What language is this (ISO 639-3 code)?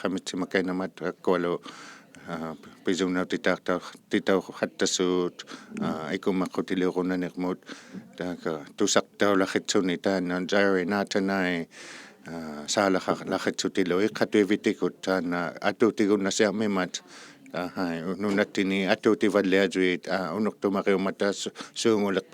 iku